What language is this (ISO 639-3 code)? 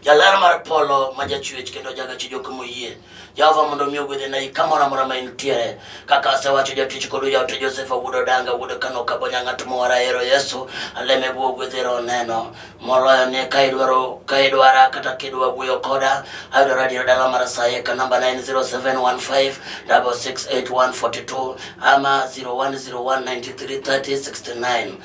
luo